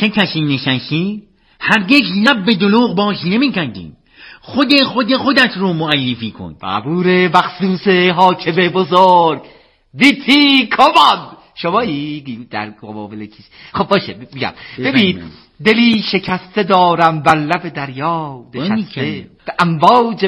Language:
Persian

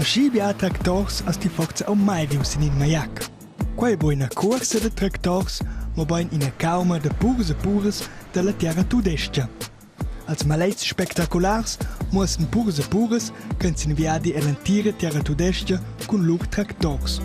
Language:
Romansh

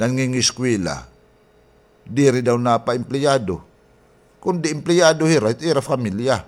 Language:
Waray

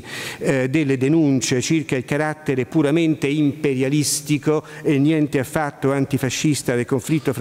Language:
Italian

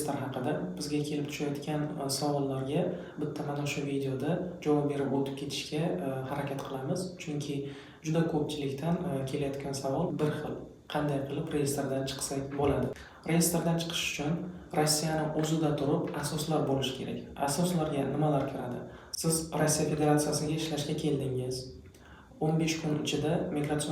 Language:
Uzbek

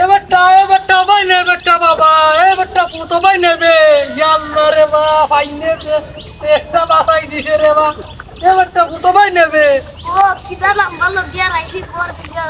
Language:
Sylheti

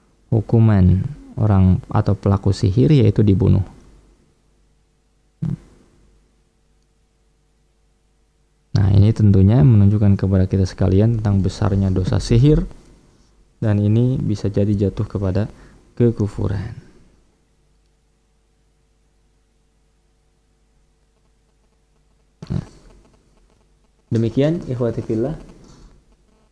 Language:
Indonesian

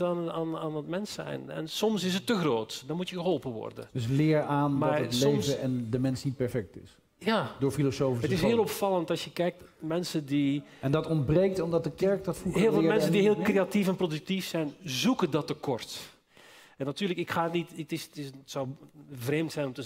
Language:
Dutch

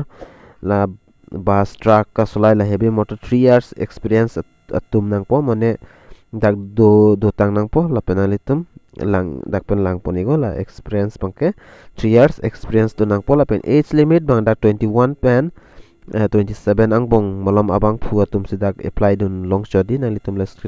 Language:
Karbi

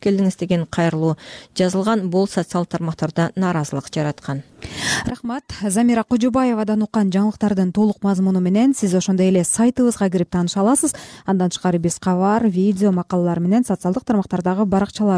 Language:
Kyrgyz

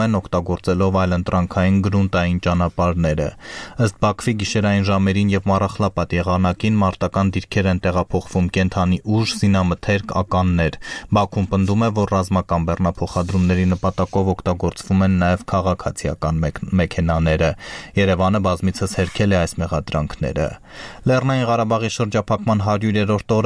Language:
Armenian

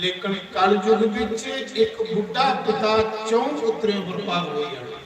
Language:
Dogri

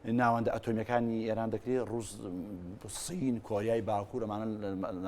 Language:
Central Kurdish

